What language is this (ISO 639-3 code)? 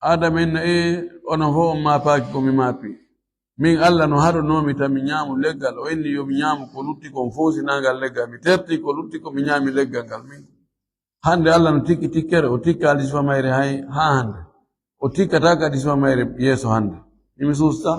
ful